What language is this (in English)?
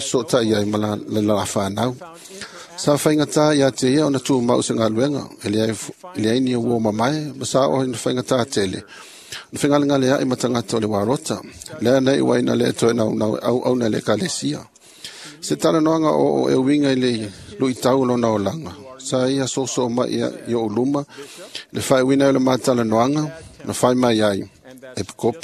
Samoan